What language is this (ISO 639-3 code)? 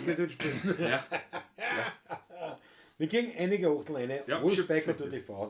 bar